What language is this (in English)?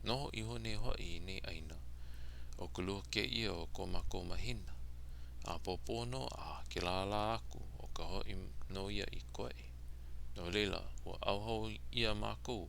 Hawaiian